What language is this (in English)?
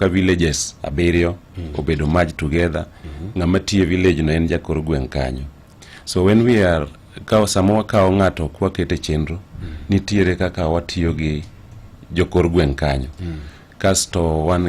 Luo (Kenya and Tanzania)